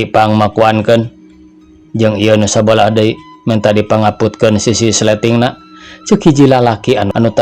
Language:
Sundanese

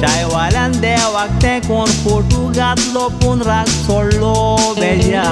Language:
Konkani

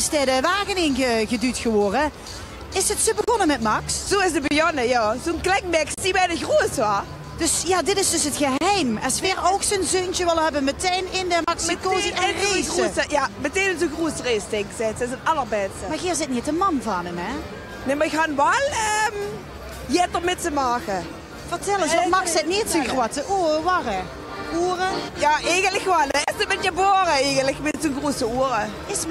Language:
Limburgish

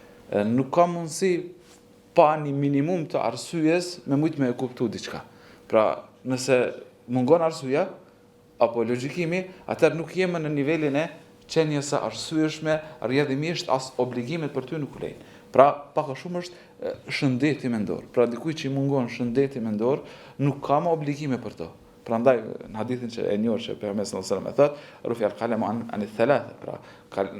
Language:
Albanian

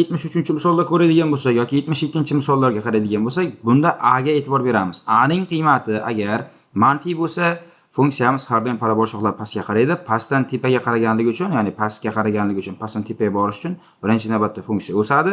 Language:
Uzbek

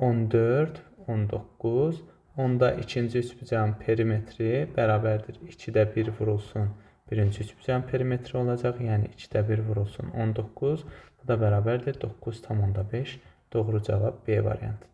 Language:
Azerbaijani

